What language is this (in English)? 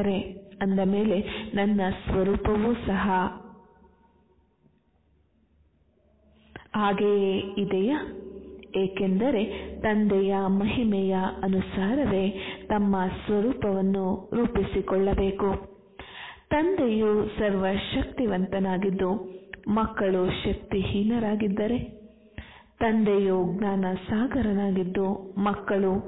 Kannada